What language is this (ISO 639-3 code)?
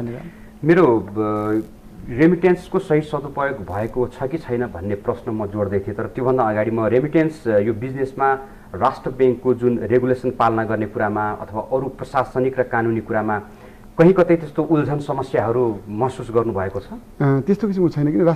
nep